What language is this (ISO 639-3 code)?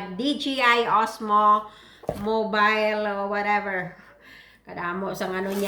hil